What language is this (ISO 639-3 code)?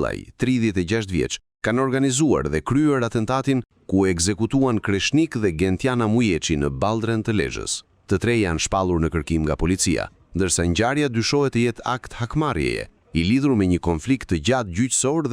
sqi